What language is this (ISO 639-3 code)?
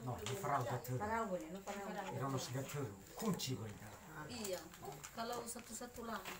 nia